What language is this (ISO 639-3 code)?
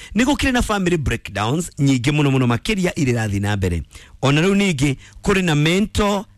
kik